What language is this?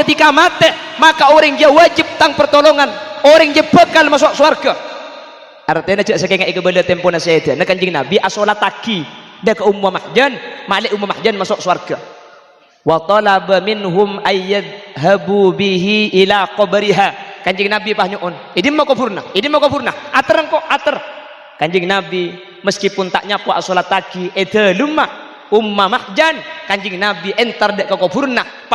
Madurese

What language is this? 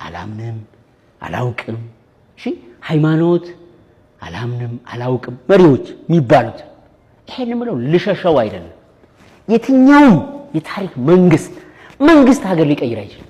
Amharic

